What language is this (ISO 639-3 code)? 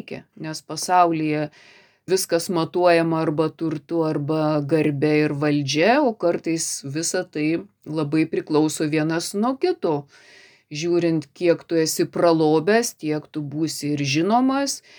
lit